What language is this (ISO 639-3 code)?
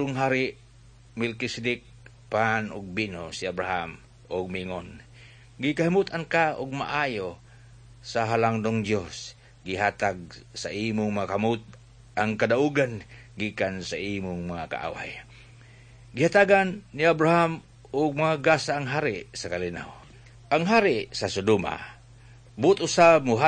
ceb